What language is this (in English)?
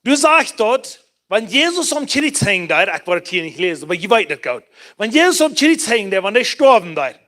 Plautdietsch